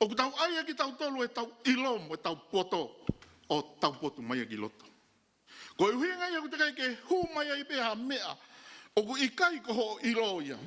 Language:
Tongan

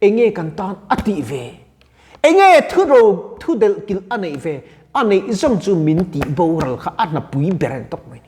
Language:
Mizo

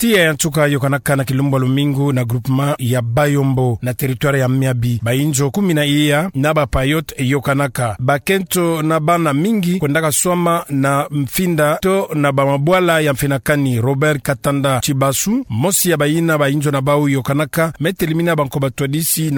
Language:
Kituba (Democratic Republic of Congo)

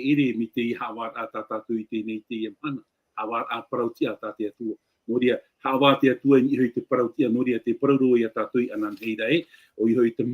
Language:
Tahitian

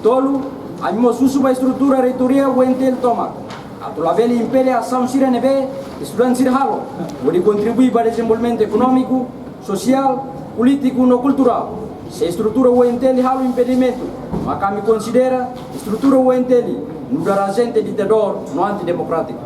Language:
Tetum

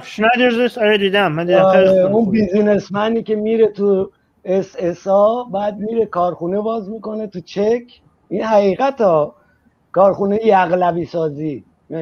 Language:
Persian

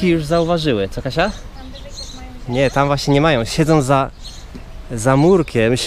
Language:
Polish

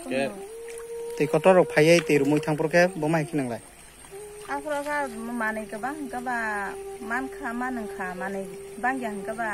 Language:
Kok Borok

